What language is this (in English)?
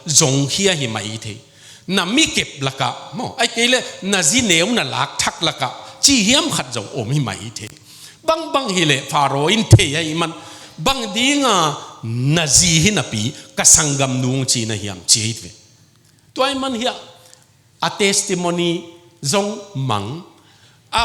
Tedim Chin